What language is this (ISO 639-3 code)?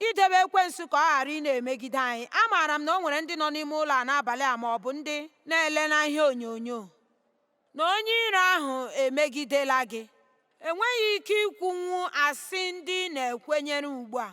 ibo